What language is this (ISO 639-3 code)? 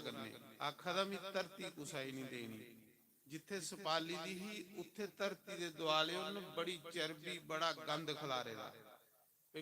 doi